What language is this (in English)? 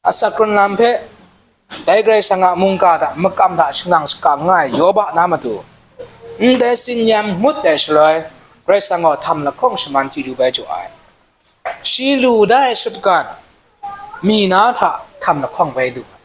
Kachin